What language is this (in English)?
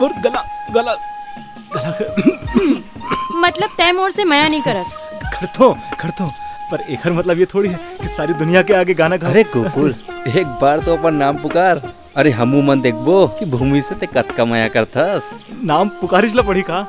Chhattisgarhi